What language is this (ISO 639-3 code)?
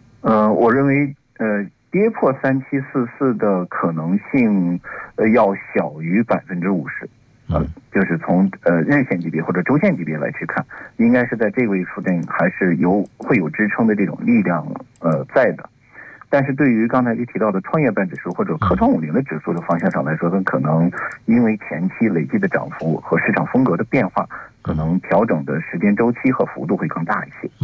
zho